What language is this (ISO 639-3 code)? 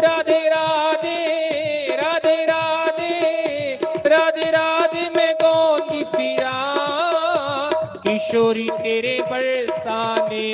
doi